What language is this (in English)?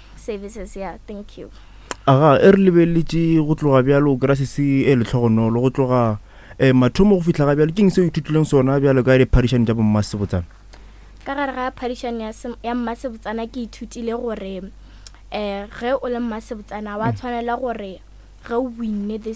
Northern Sotho